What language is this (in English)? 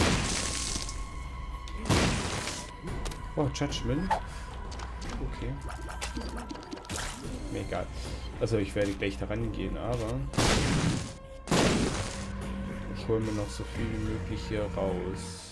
German